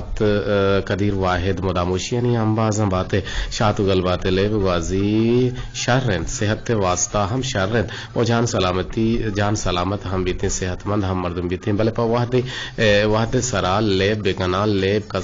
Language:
Eastern Balochi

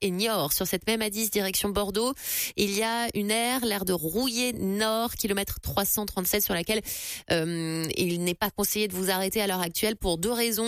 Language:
French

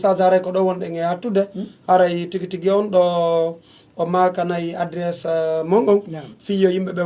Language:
Pular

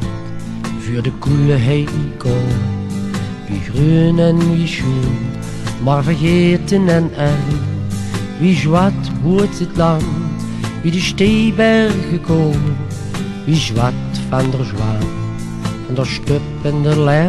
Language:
Limburgish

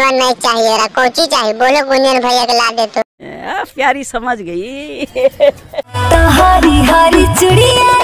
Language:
Magahi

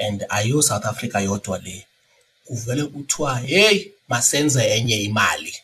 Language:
Xhosa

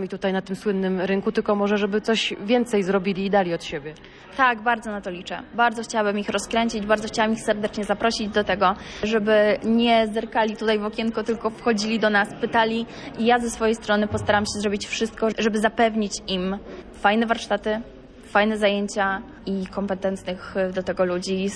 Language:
Polish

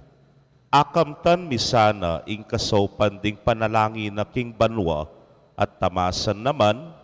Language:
Pampanga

